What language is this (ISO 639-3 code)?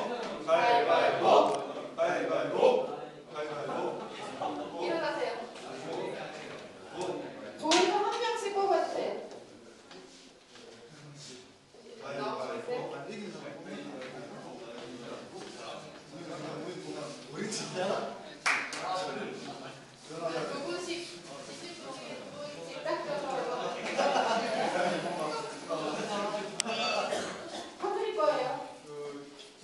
kor